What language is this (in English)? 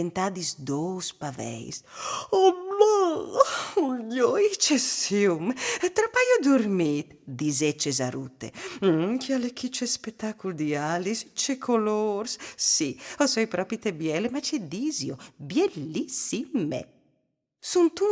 Friulian